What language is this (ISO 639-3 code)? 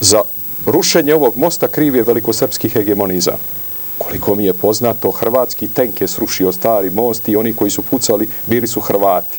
srp